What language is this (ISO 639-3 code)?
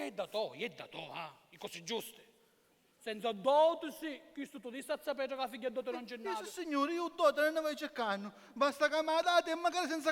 scn